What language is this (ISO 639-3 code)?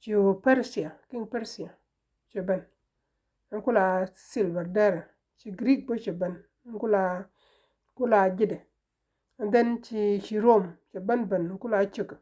nus